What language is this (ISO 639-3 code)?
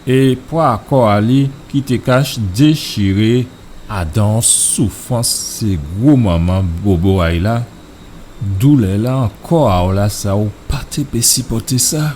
gcf